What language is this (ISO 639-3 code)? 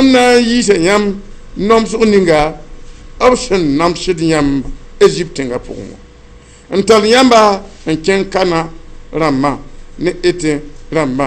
mos